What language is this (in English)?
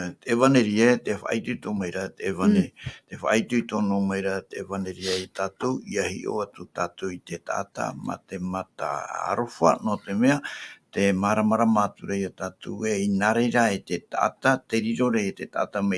Tahitian